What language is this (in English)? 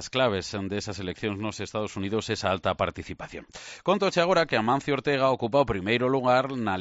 Galician